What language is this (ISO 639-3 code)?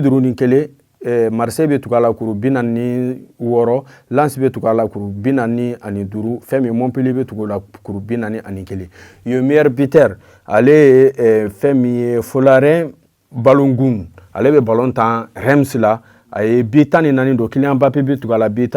bam